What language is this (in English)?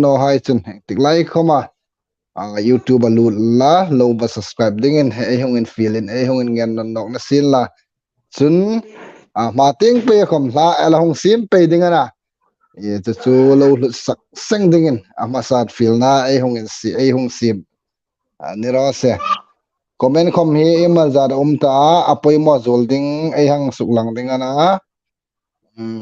Hmar